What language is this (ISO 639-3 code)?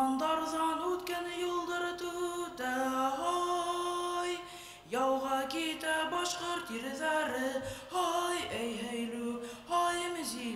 bak